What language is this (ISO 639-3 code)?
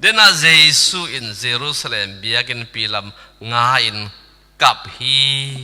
ctd